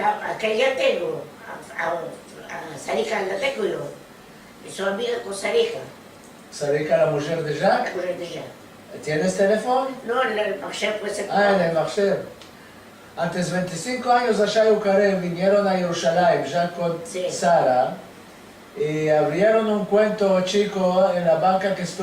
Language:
Ladino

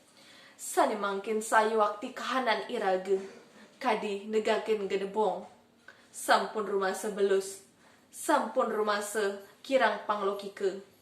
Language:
Balinese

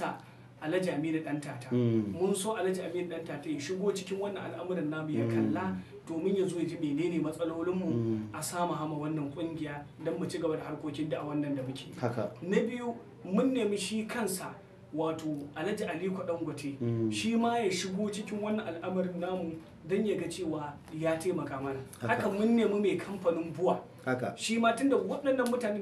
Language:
Hausa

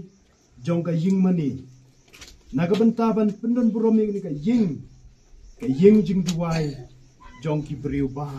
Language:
Khasi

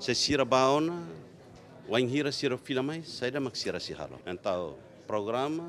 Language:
Tetum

